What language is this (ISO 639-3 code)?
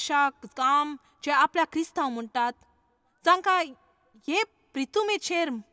kok